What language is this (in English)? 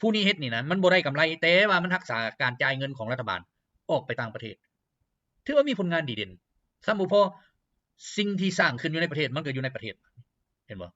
Lao